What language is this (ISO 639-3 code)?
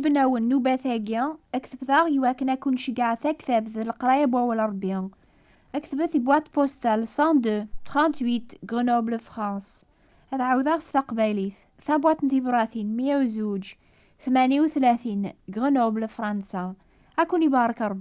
kab